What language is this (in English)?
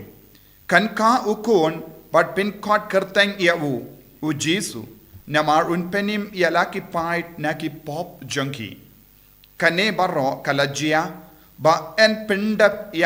Khasi